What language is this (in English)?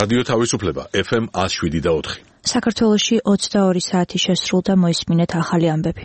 Georgian